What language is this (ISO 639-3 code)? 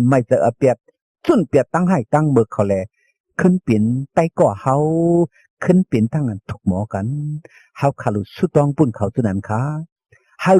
shn